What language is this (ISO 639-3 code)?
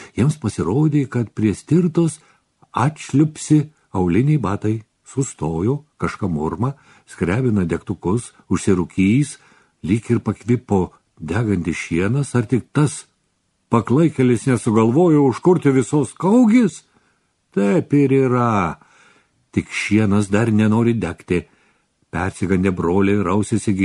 lit